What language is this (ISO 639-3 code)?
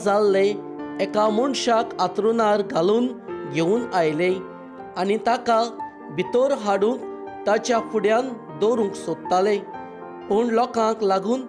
kok